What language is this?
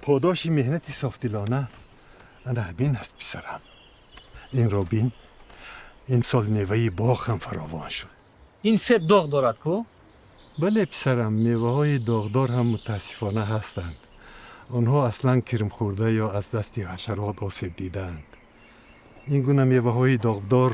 Tajik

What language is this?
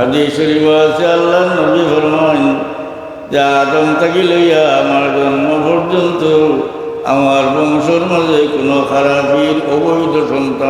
Sylheti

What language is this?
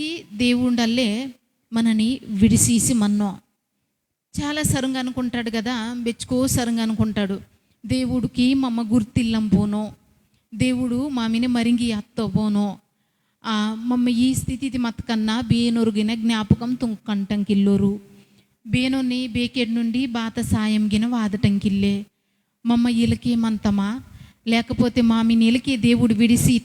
Koya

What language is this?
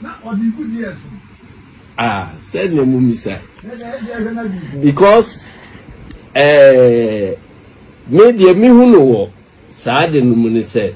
Akan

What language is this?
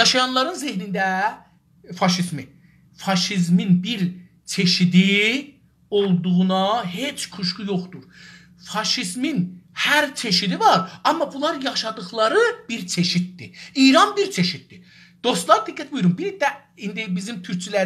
South Azerbaijani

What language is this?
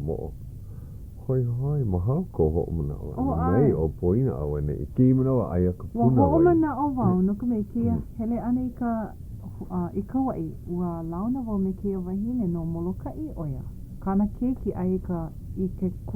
Hawaiian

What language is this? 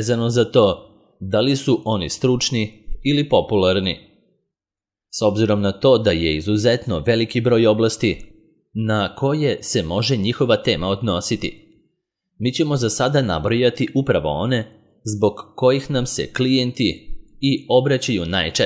Serbian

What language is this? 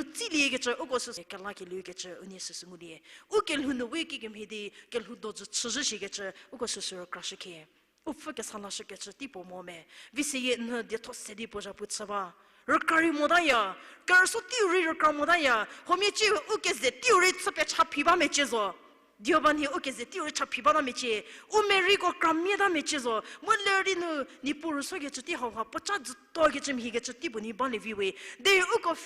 Angami Naga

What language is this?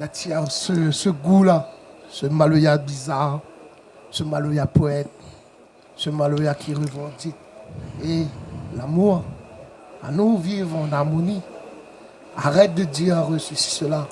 Réunion Creole French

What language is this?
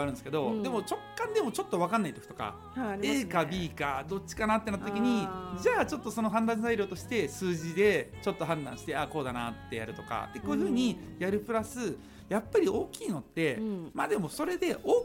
Japanese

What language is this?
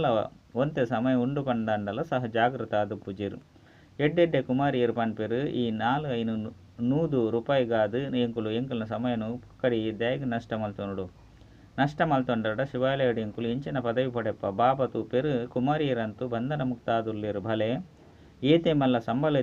Tulu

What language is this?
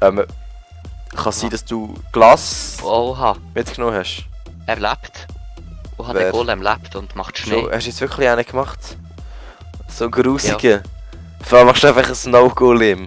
Swiss German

